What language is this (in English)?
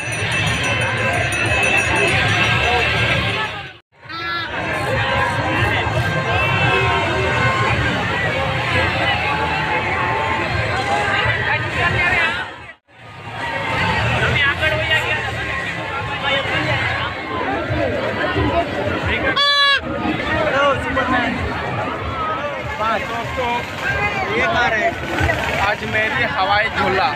Hindi